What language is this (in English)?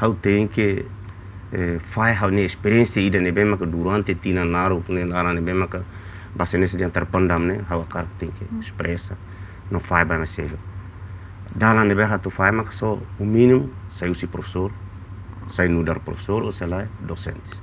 Tetum